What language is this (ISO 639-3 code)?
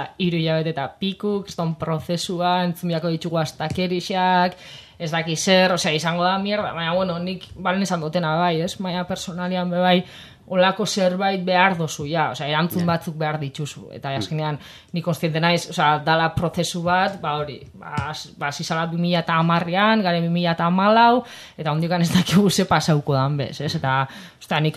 eus